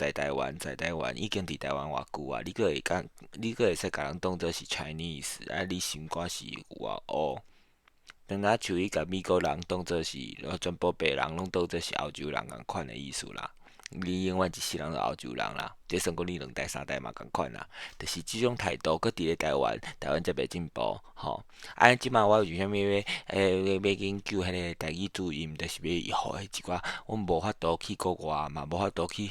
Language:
Min Nan Chinese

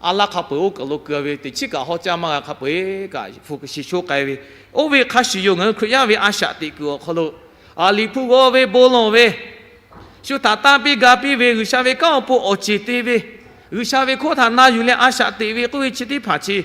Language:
Lahu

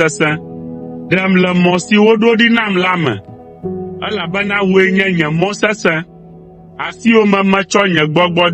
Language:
Ewe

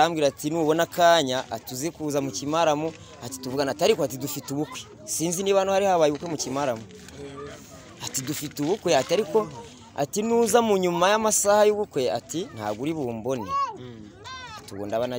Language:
Kinyarwanda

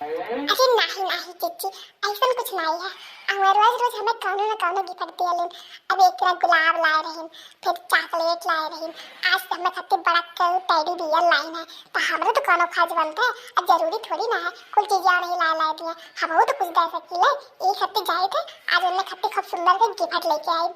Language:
Awadhi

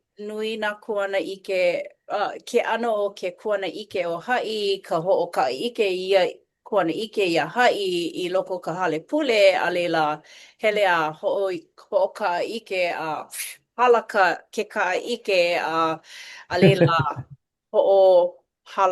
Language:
Hawaiian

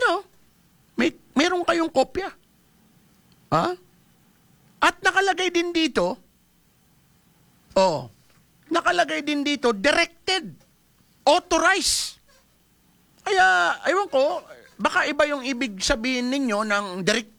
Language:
Filipino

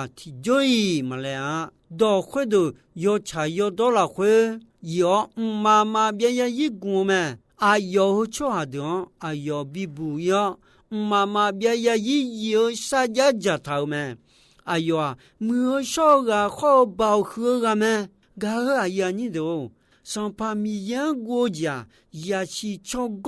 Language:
Akha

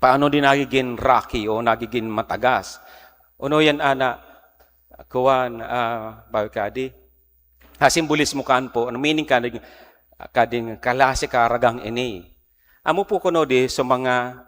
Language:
Bikol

